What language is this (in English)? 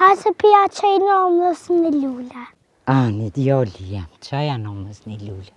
Albanian